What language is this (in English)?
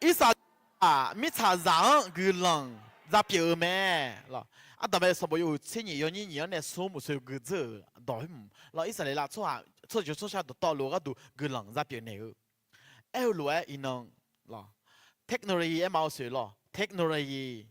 Akha